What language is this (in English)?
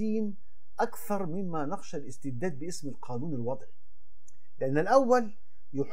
Egyptian Arabic